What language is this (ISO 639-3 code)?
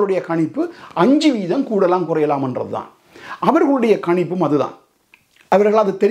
tam